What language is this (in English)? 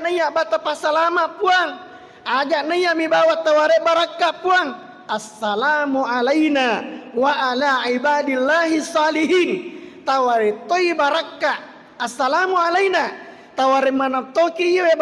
Buginese